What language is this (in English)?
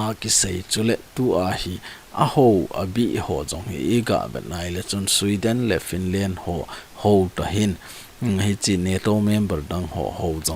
Thado Chin